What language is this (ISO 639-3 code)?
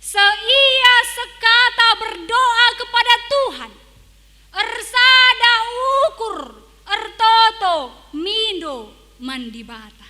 btx